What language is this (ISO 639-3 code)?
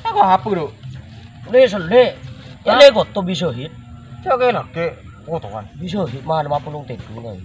mad